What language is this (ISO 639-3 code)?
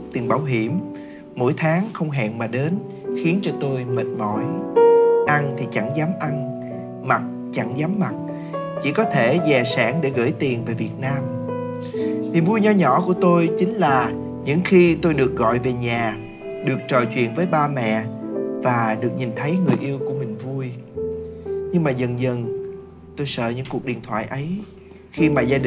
vie